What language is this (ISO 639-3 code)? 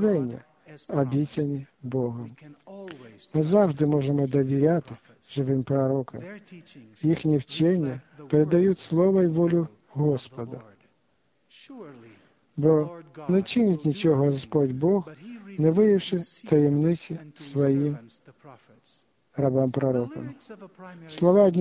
ukr